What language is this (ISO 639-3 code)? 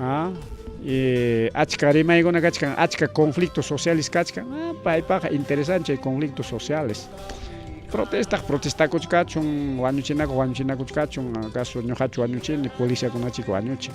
quy